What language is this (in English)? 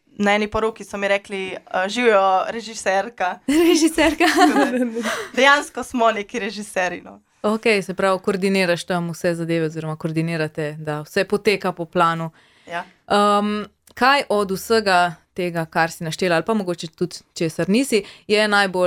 Slovenian